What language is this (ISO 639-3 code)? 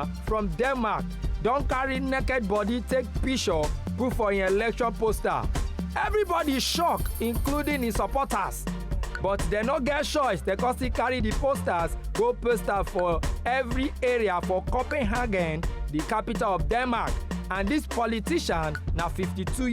pcm